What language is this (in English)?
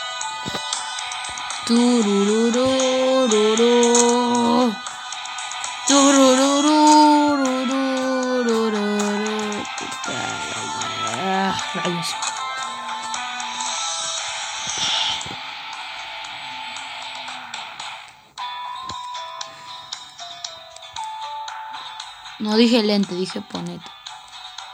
Spanish